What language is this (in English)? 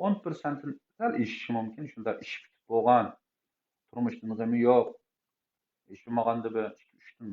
Uyghur